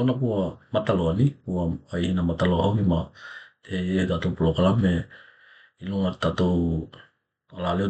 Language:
Tokelau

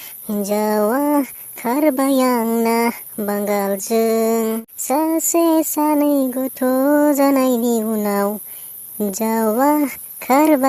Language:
Bodo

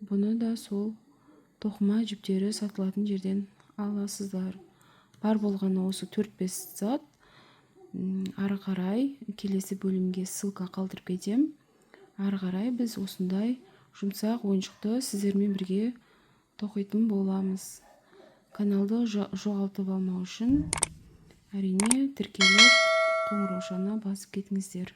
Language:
Kazakh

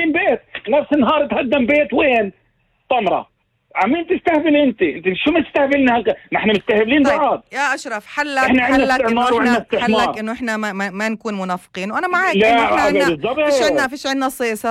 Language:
North Levantine Arabic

